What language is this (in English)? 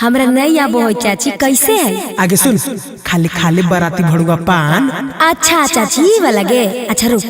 Magahi